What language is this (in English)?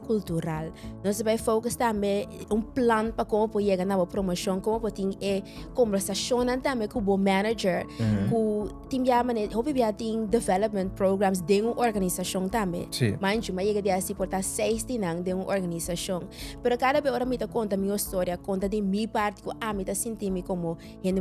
Papiamento